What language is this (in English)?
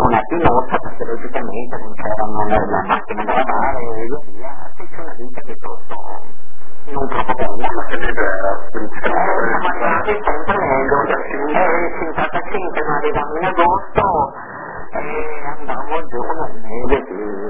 Italian